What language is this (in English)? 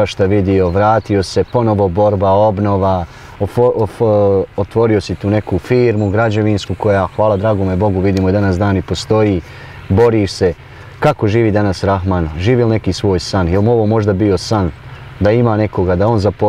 Bosnian